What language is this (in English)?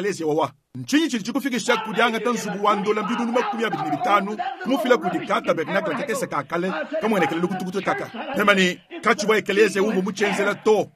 Luba-Lulua